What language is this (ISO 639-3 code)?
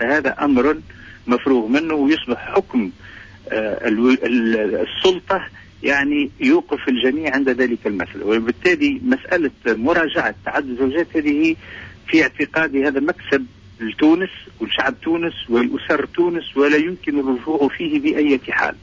aeb